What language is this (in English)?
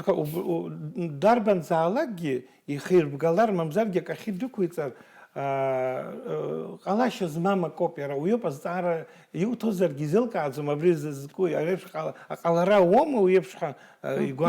Abkhazian